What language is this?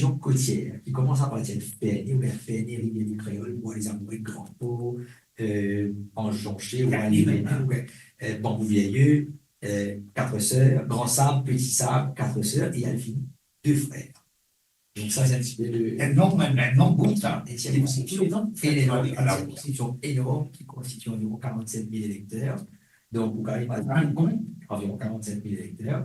Morisyen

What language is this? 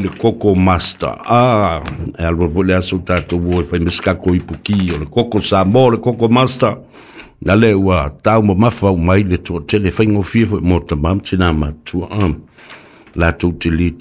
Samoan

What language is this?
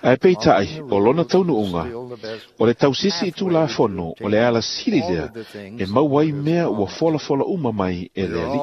Samoan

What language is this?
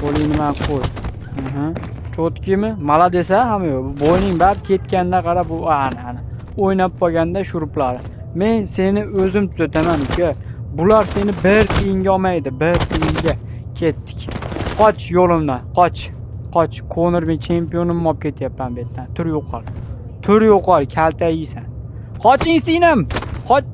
Uzbek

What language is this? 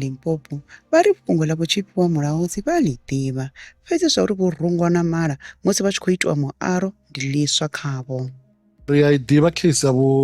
Venda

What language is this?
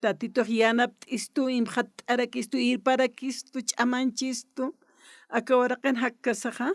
Aymara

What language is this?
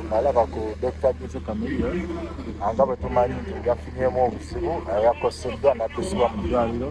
Ganda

